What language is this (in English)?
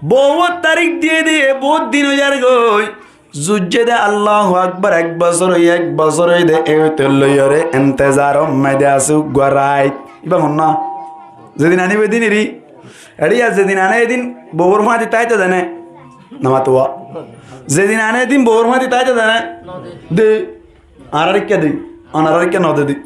Rohingya